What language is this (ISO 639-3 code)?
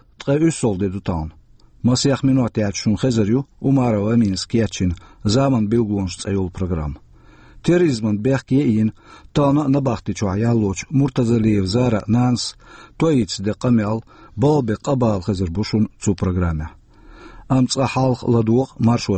che